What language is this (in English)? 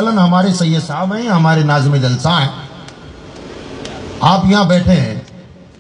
Urdu